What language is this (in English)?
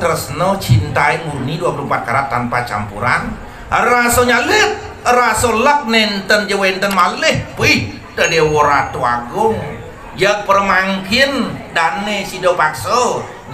Balinese